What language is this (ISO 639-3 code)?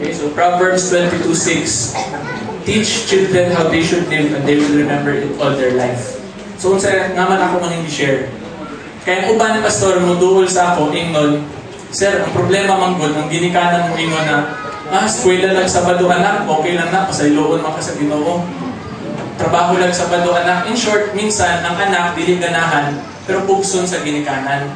ceb